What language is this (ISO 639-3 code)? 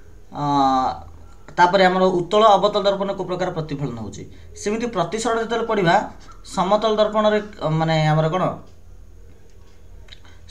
ori